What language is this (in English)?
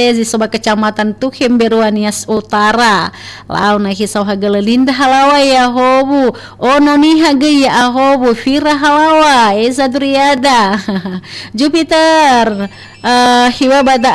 Nias